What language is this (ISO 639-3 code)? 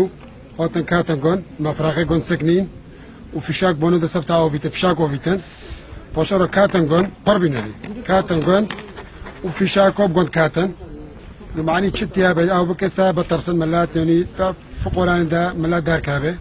kur